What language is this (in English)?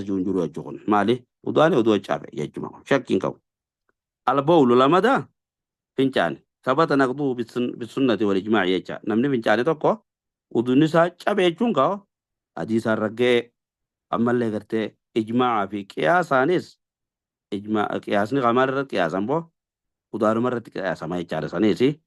Oromo